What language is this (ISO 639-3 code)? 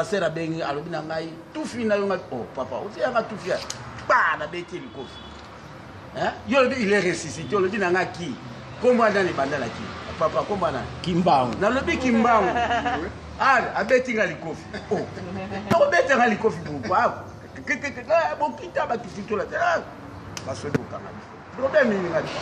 lin